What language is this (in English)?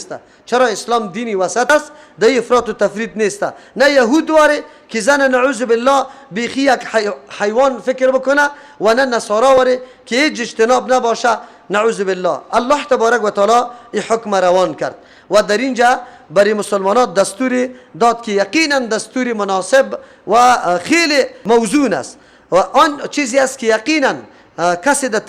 Persian